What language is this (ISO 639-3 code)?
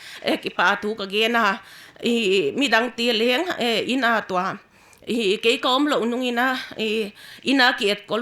pck